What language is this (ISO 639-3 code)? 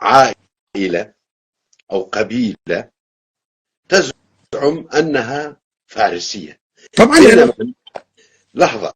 apc